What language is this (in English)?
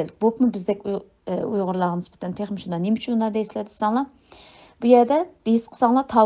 Uyghur